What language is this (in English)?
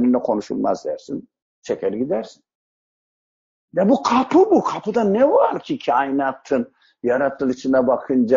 Turkish